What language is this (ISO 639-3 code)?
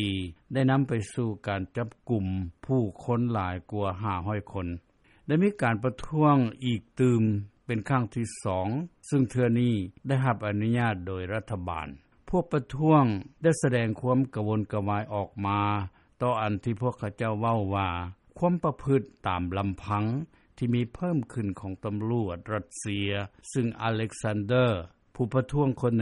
lao